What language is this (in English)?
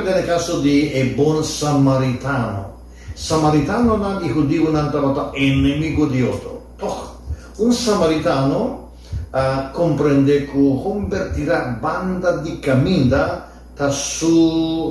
Papiamento